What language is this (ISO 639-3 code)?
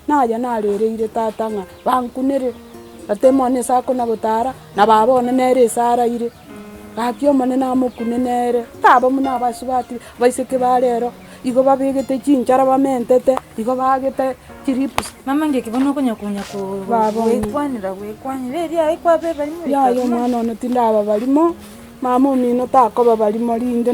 guz